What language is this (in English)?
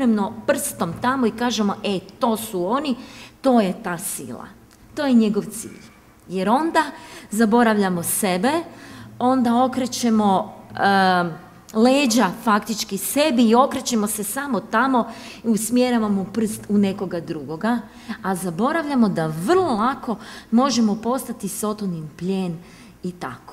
Croatian